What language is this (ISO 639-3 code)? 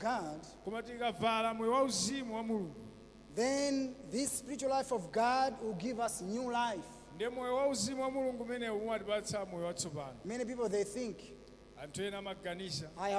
nya